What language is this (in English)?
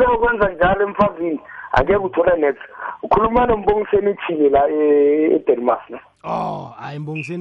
South Ndebele